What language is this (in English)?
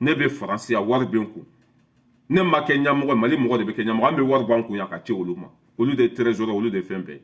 Bambara